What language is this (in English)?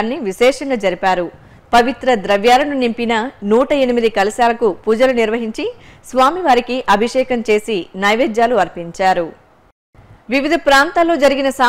Telugu